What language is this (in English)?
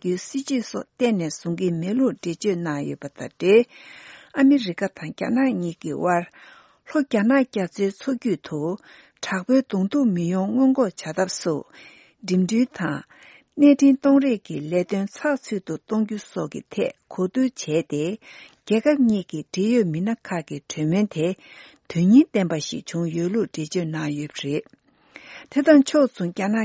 Tibetan